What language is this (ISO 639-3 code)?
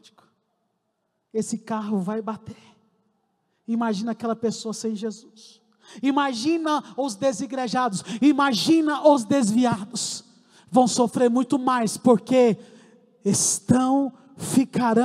por